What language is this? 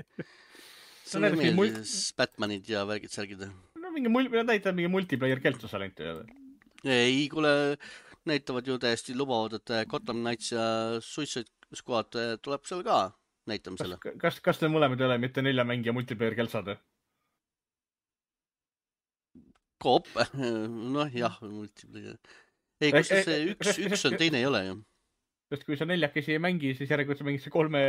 Estonian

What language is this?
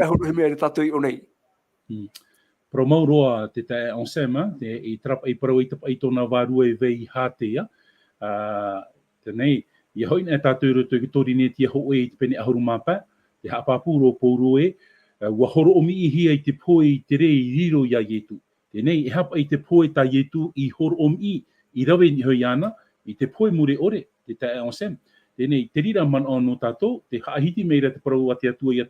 Tahitian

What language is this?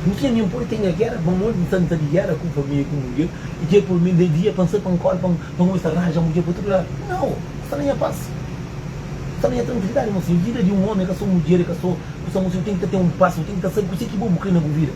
Kabuverdianu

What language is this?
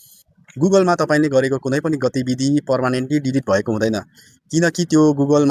Nepali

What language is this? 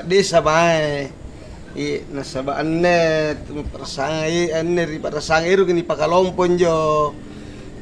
Makasar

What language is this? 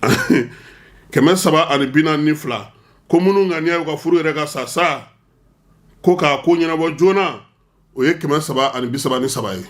Bambara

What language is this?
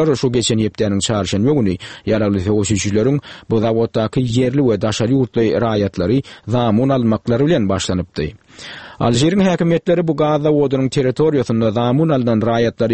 Turkmen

